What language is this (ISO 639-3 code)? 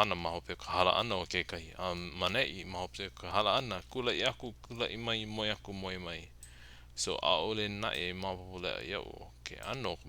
haw